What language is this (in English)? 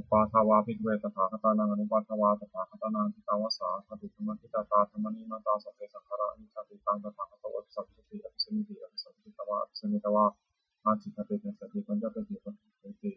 Pali